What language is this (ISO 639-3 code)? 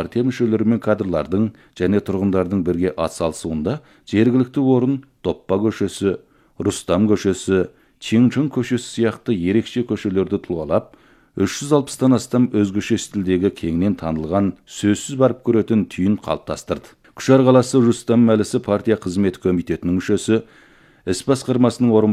kaz